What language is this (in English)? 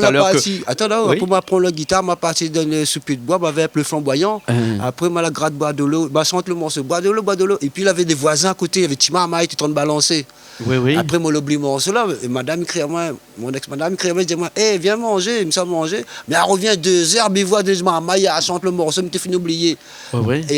Réunion Creole French